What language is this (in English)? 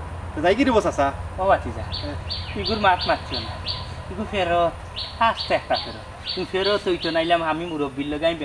Sylheti